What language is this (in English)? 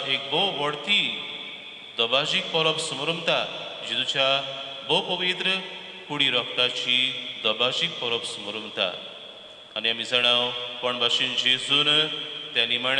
Konkani